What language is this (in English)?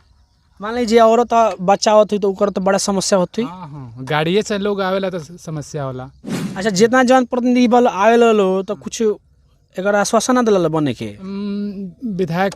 Bhojpuri